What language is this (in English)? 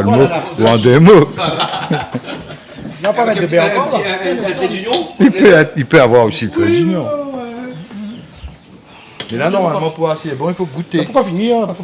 Réunion Creole French